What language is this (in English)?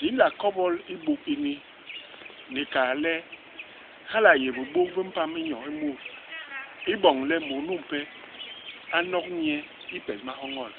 Basaa